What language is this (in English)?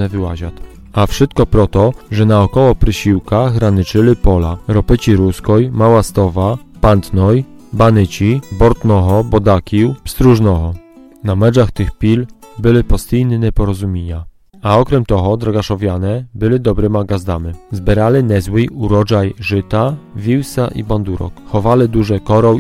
Rusyn